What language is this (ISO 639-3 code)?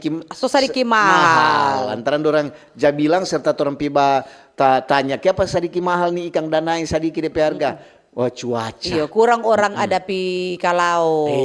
xmm